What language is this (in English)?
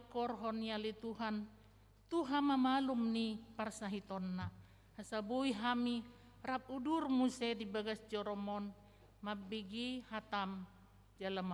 Batak Toba